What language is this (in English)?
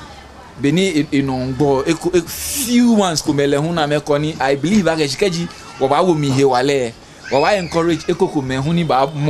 Ga